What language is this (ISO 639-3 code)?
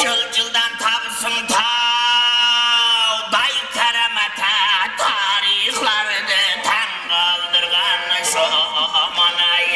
kaa